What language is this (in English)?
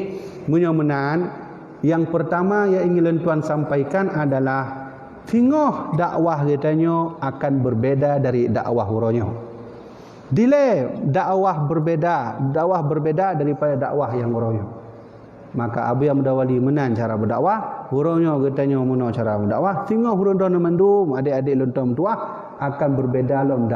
Achinese